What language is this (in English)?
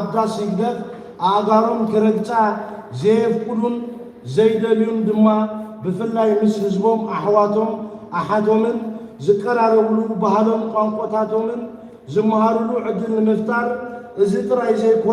Tigrinya